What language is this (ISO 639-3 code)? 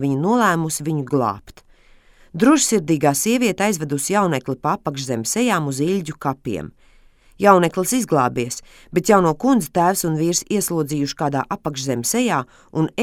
lav